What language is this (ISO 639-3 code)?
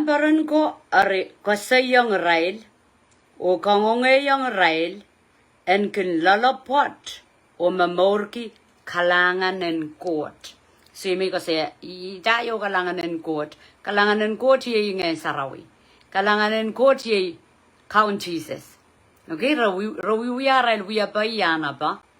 pon